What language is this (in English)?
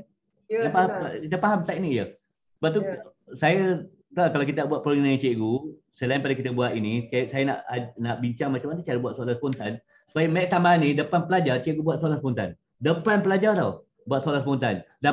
Malay